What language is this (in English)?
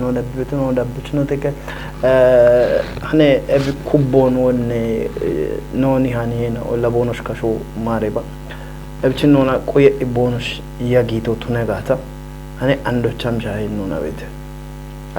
Kafa